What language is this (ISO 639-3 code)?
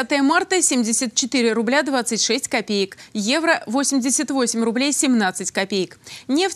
rus